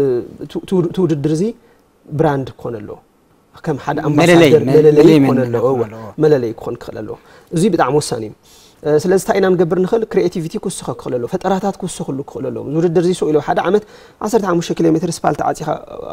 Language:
Tigrinya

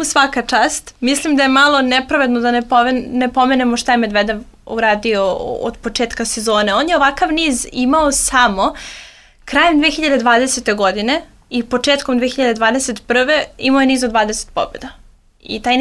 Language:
Serbian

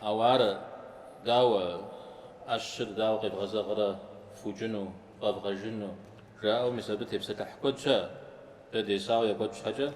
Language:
Kabardian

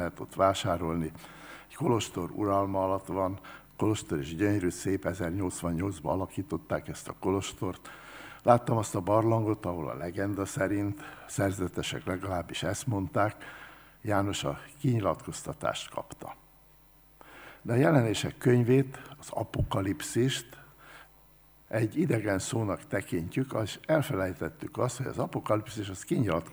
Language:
Hungarian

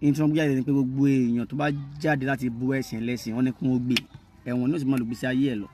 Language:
Yoruba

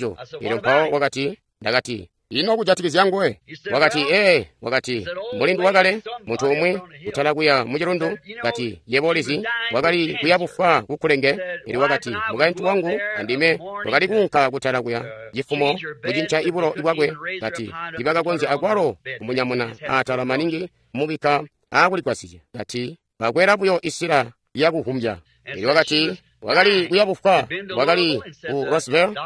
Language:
Tonga (Zambia)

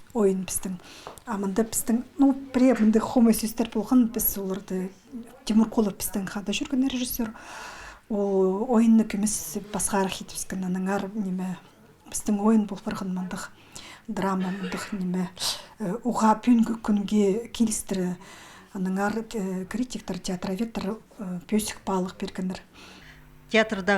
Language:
Khakas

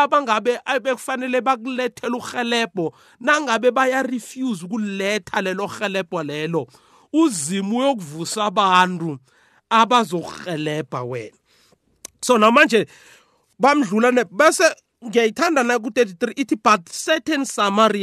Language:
South Ndebele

